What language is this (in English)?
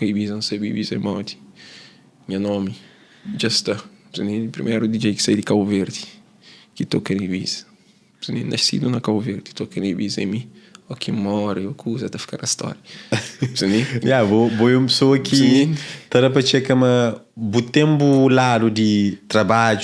Kabuverdianu